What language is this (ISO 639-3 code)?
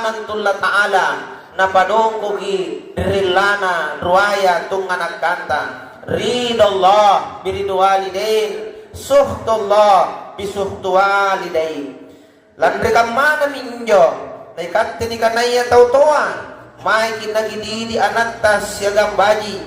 mak